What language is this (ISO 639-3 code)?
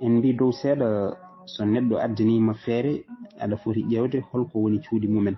ful